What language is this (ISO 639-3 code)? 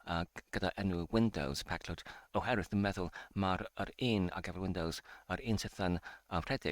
cym